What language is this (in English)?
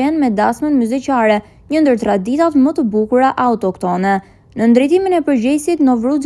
Albanian